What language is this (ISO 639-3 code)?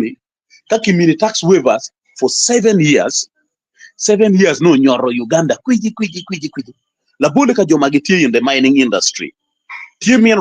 ach